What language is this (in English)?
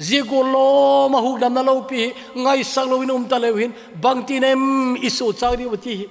Thado Chin